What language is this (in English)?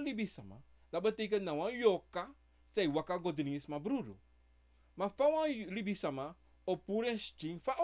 Sranan Tongo